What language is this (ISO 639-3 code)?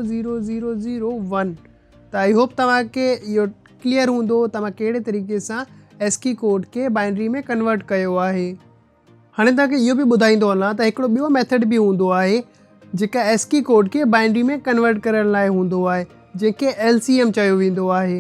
snd